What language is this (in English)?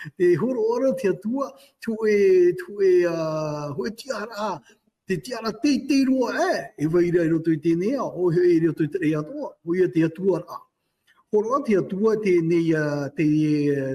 Tahitian